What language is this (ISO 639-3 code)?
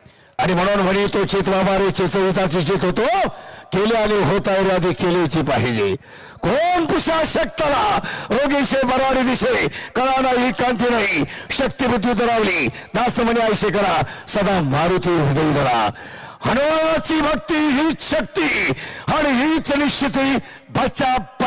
mar